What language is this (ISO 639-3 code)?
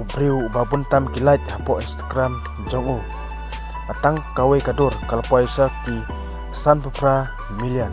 kha